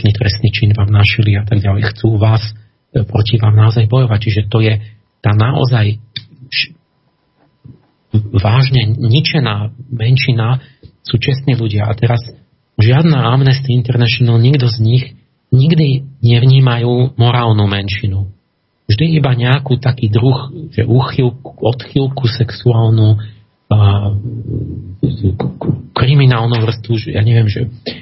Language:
Slovak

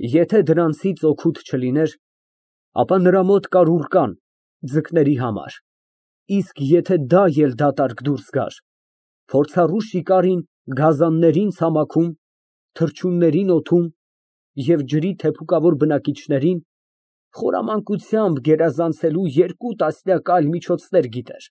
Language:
Armenian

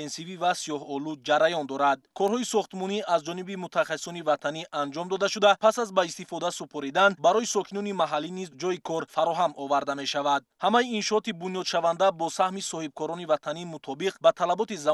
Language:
Tajik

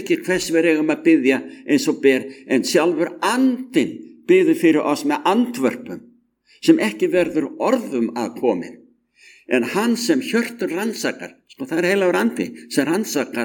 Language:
Icelandic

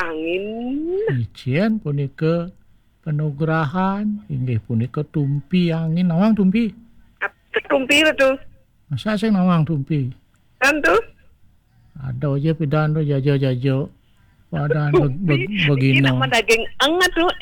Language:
Balinese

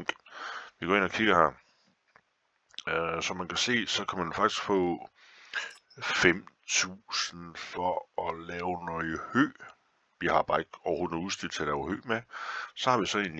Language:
Danish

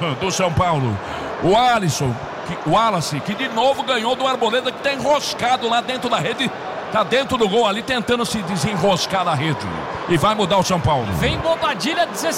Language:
Portuguese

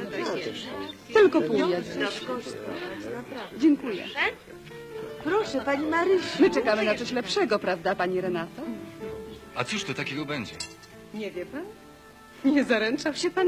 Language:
Polish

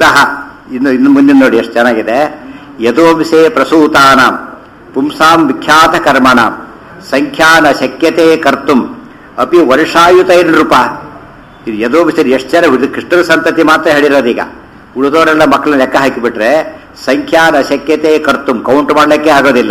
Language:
Kannada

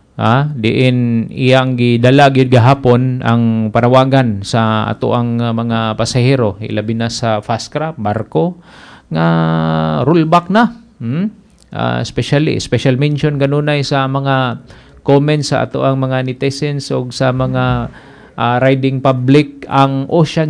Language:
Cebuano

